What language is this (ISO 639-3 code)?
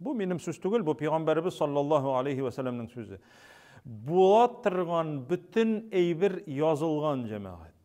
tat